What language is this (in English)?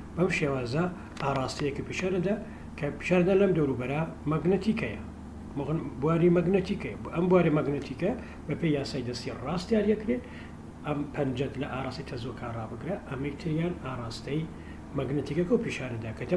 Central Kurdish